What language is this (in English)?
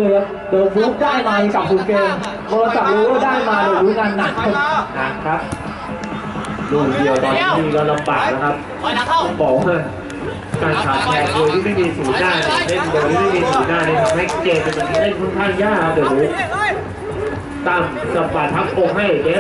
Thai